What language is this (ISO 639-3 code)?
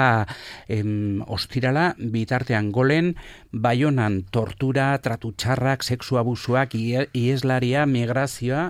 eus